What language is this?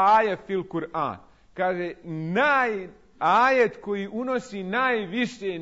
Bosnian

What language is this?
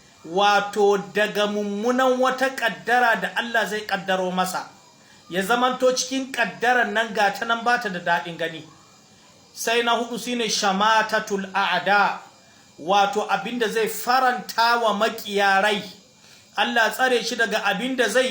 Hausa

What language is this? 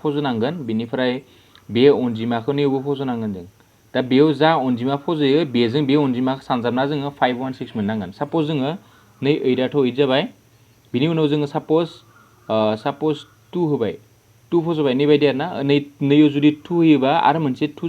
Bodo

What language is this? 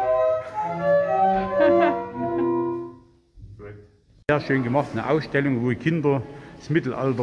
German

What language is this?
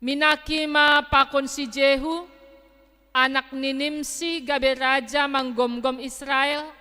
Batak Simalungun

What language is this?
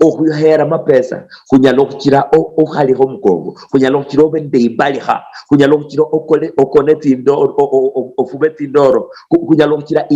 Luyia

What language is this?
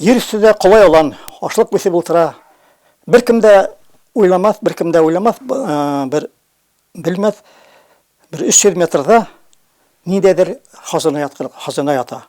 Bashkir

